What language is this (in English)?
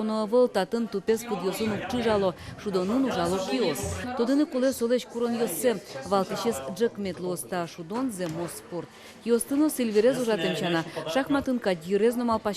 Udmurt